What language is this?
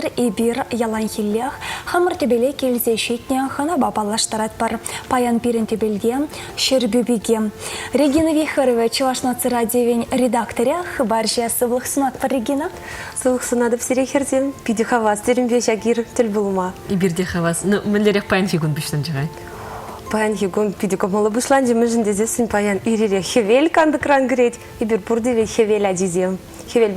Chuvash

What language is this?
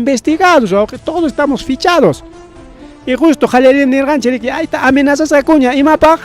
Ayacucho Quechua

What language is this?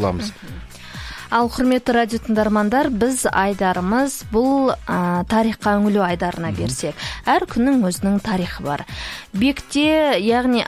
Kazakh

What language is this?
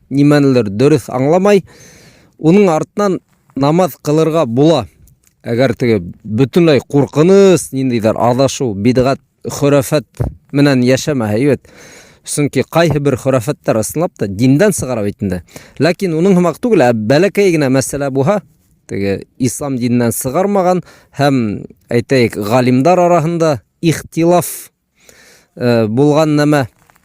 Bashkir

